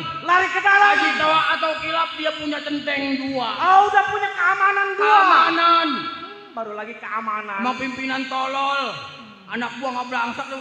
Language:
Betawi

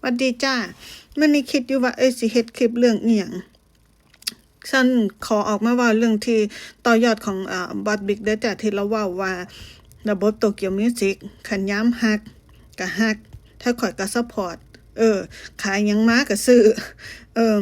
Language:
Lao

